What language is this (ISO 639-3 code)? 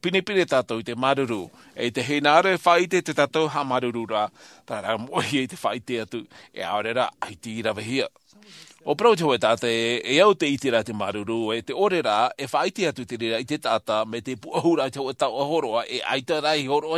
tah